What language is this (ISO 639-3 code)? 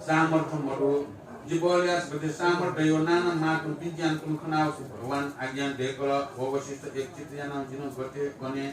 new